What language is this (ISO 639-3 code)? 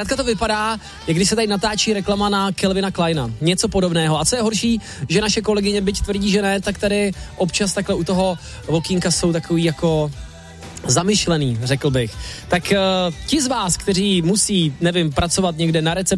ces